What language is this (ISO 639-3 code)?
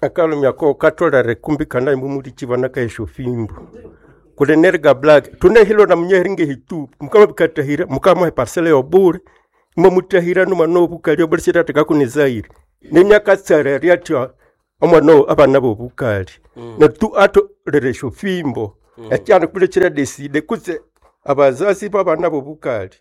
nnb